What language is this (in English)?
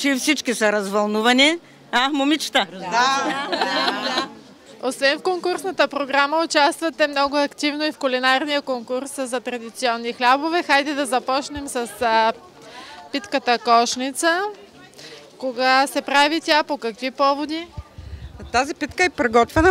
Bulgarian